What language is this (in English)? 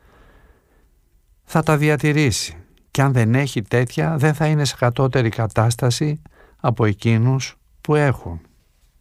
Greek